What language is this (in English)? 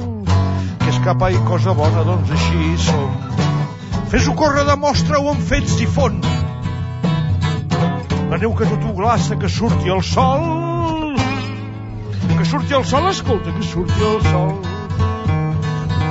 Catalan